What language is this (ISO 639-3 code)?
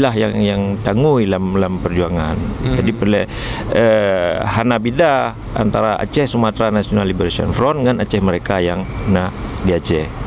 ace